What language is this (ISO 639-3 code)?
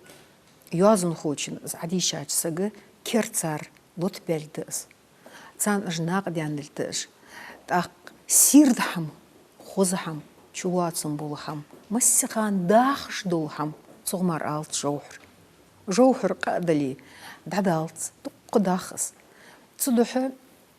inh